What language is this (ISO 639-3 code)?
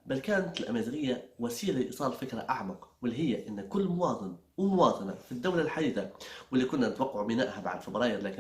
ayl